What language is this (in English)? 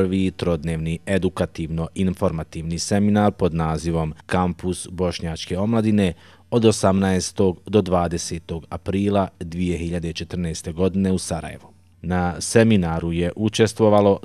Bosnian